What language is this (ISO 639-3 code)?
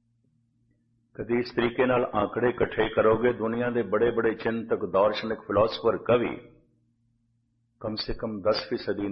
pan